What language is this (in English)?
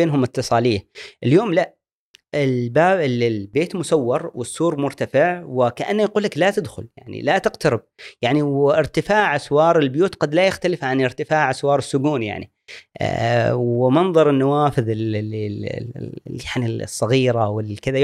Gulf Arabic